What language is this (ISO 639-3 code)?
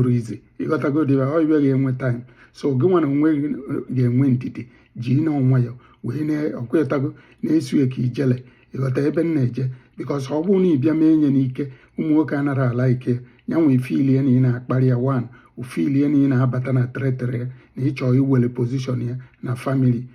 ibo